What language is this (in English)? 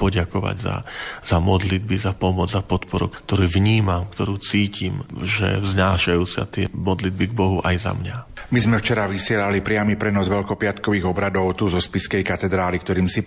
Slovak